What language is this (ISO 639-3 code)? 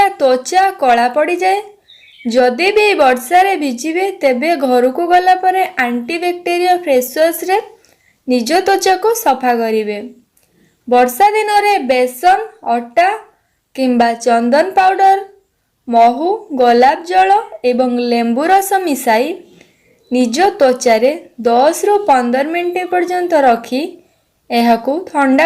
ori